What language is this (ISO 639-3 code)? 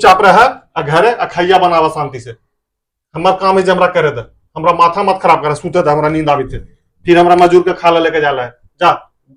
mag